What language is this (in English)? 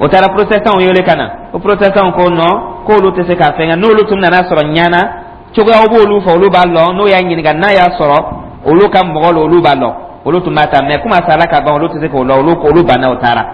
Dyula